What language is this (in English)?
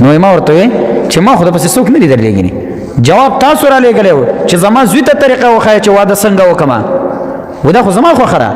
Pashto